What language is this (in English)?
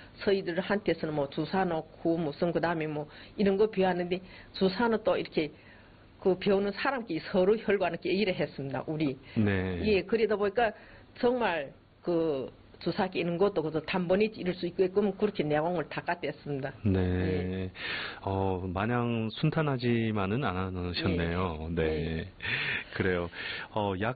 Korean